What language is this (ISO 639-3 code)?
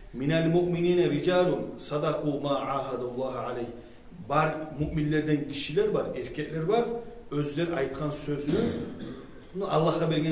kum